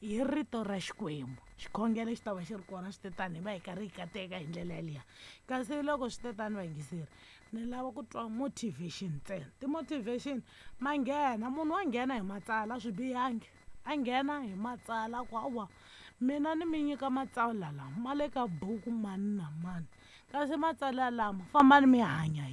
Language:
Tsonga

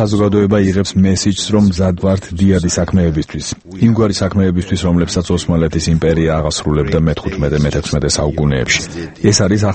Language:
Georgian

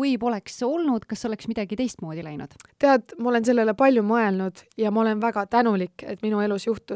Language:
Estonian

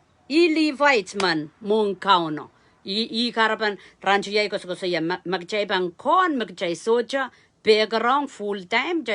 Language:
Pohnpeian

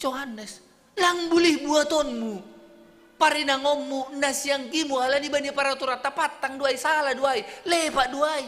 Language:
Batak Simalungun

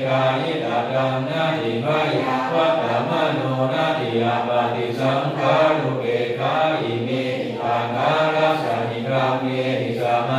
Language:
Pali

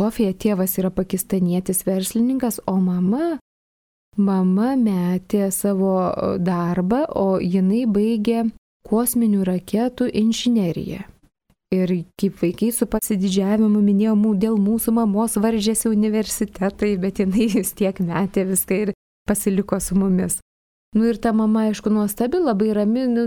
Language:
Lithuanian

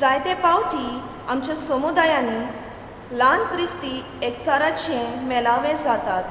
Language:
Konkani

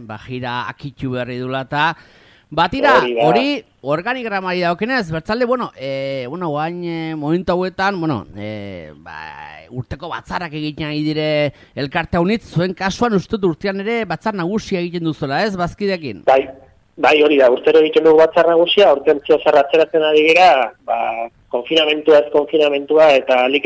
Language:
Basque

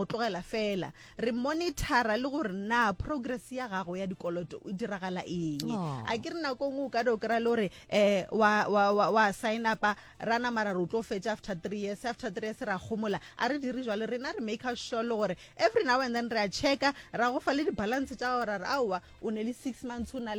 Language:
Northern Sotho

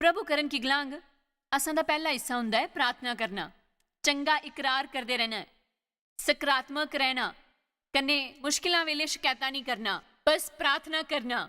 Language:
Dogri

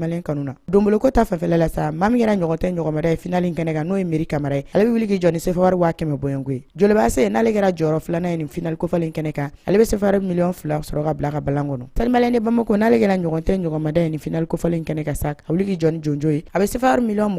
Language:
Bambara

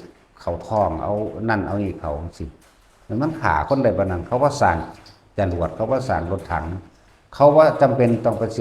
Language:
Northeastern Thai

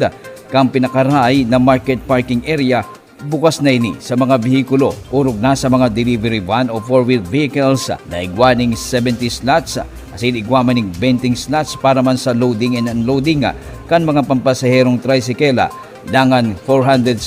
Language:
Bikol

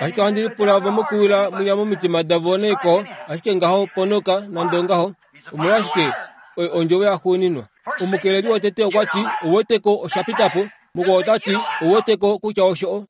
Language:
Kuanyama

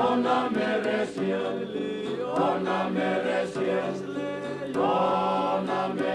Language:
Fijian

